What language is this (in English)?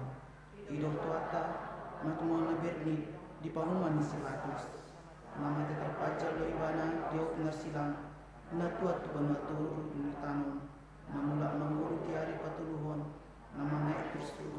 Batak Toba